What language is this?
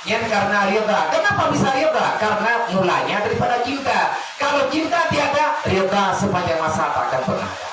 Achinese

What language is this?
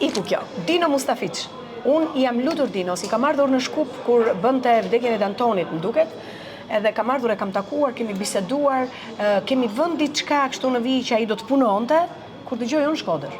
Albanian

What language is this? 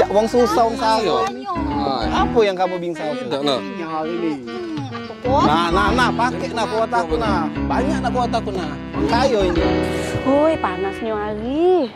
Musi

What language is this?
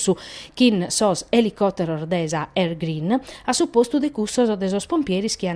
Sardinian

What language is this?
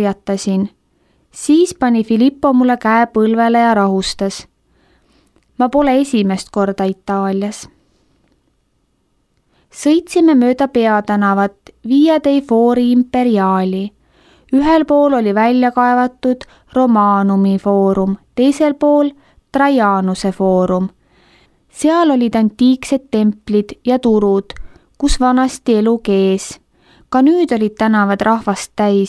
Estonian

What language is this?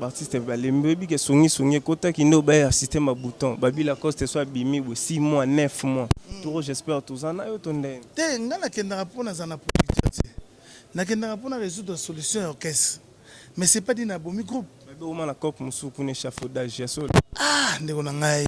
Lingala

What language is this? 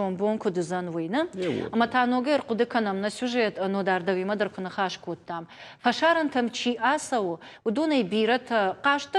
Ossetic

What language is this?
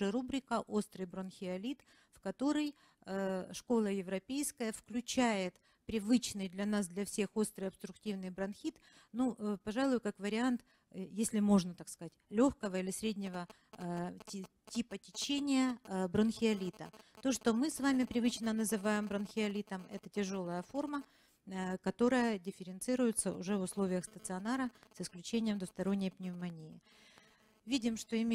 Russian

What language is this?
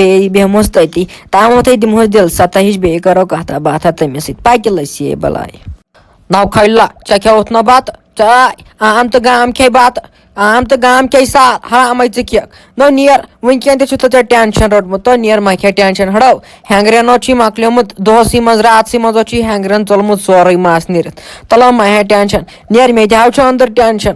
Kashmiri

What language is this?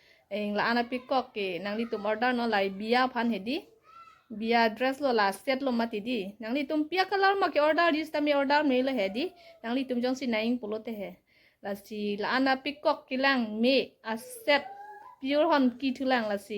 Karbi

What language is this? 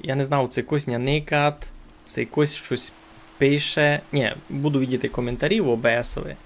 Rusyn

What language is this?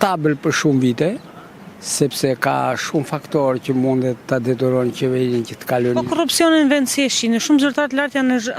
Albanian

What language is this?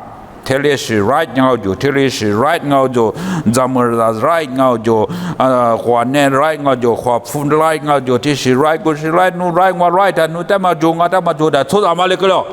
Lisu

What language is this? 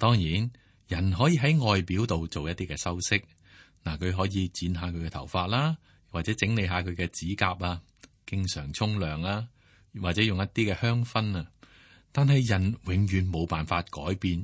Cantonese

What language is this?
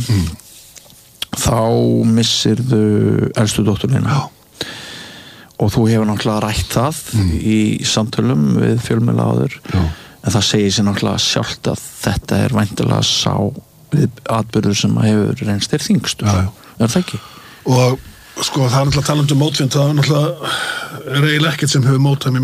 Icelandic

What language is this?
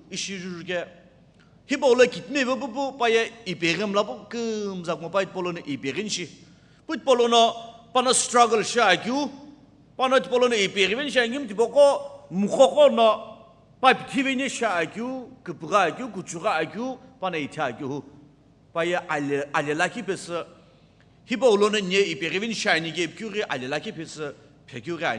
Sumi Naga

